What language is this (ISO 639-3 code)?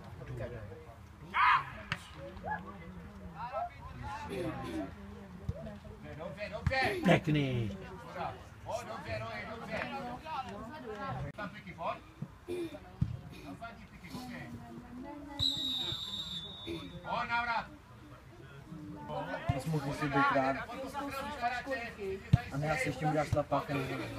ces